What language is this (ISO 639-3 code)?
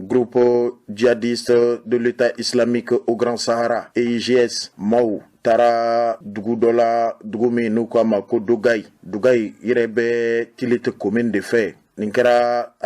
bam